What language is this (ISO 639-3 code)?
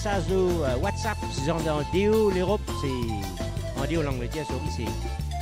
mfe